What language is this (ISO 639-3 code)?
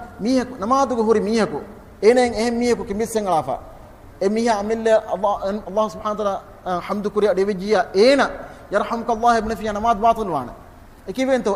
div